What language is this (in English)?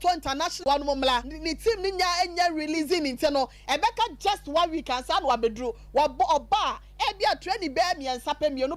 Akan